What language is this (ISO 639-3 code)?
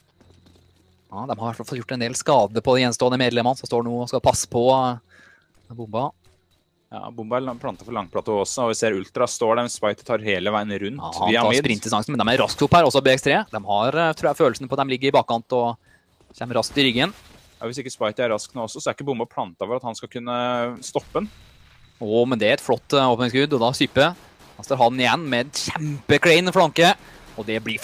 nor